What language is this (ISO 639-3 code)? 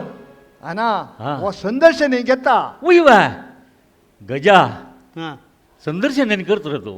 kok